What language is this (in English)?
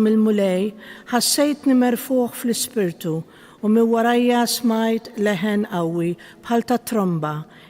Maltese